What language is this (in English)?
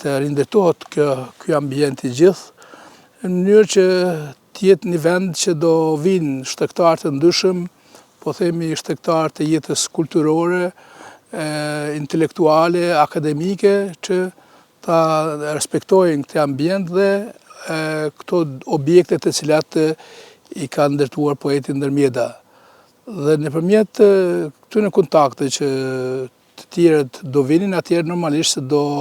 Albanian